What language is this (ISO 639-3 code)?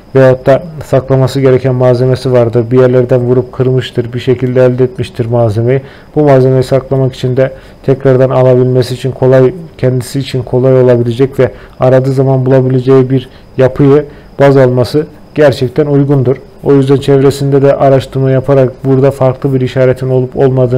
tur